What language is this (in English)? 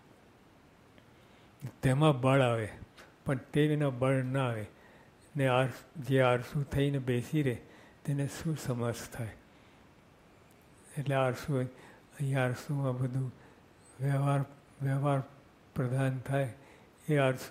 Gujarati